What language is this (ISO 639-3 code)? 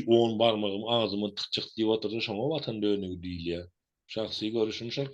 tuk